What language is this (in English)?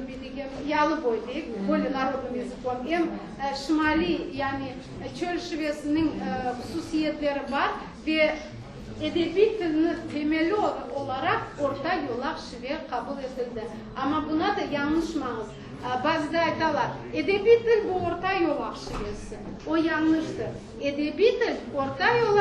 Crimean Tatar